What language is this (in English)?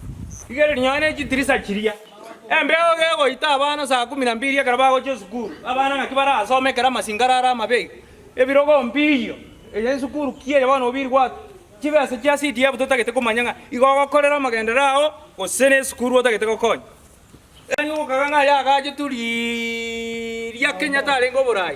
Gusii